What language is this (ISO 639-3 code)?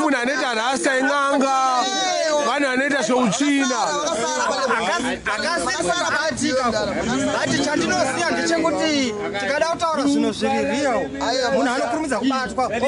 sna